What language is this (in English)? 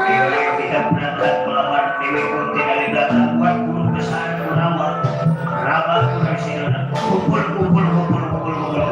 Betawi